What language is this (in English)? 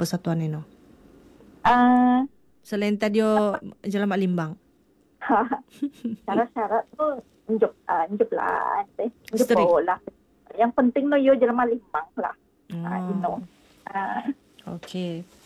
Malay